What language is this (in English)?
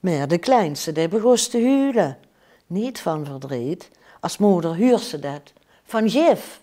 Limburgish